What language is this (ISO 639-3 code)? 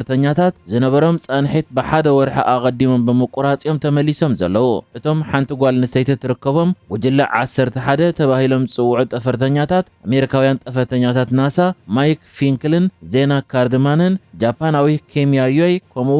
tir